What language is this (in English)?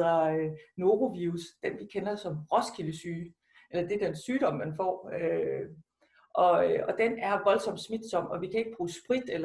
Danish